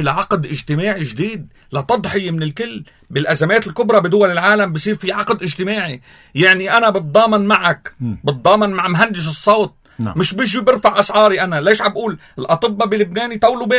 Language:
North Levantine Arabic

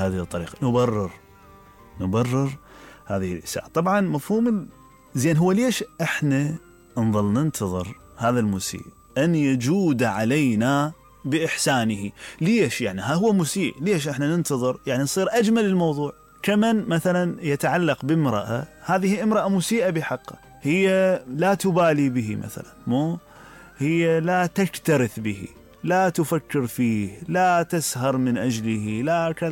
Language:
Mesopotamian Arabic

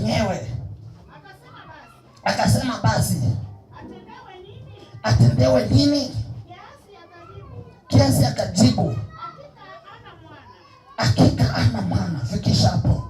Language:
Swahili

